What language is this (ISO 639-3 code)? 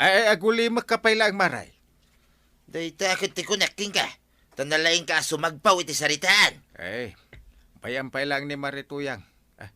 ilo